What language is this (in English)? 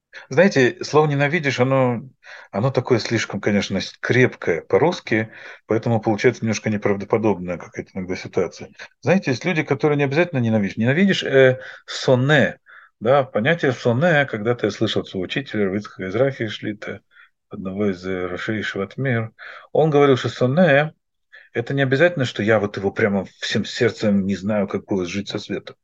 Russian